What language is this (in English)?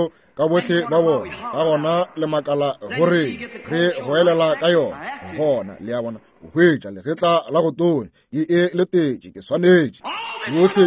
Northern Sotho